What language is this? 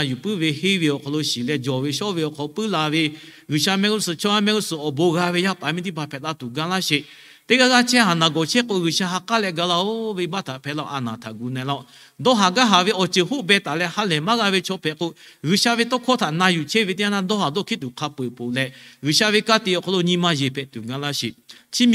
Lahu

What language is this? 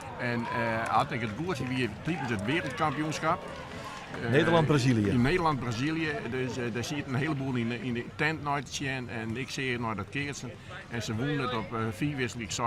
Western Frisian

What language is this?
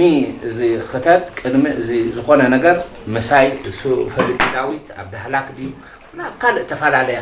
Tigrinya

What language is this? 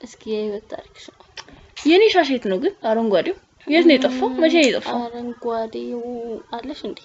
Amharic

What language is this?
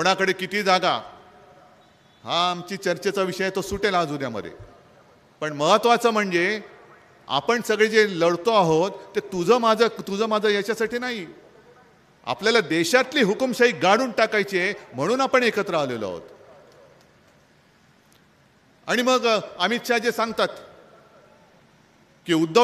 Marathi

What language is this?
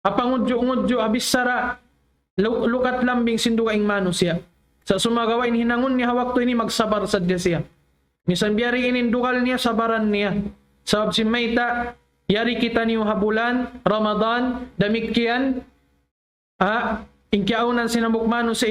Tausug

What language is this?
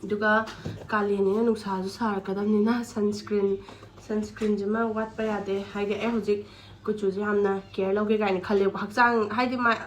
Manipuri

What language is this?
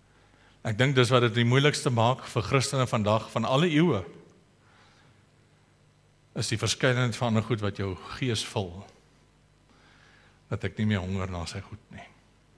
Afrikaans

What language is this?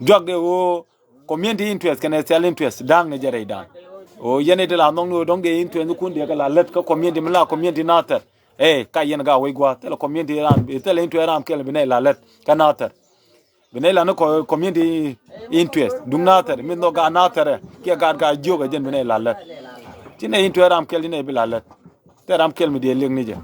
Nuer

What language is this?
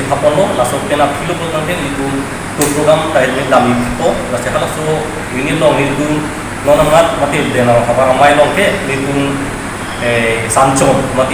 Karbi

